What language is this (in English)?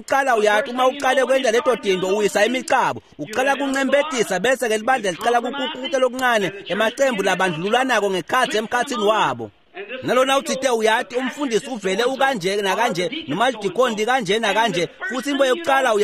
Swati